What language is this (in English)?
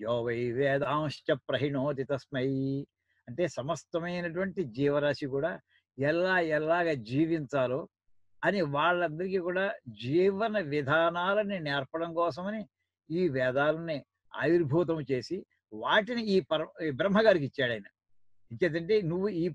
Telugu